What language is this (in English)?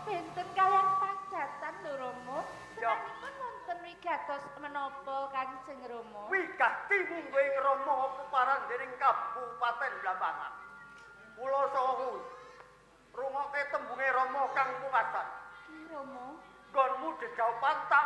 Javanese